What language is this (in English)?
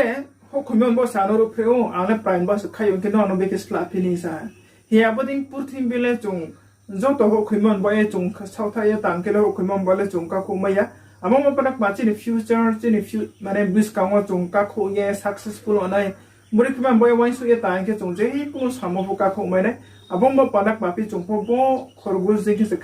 Riang (India)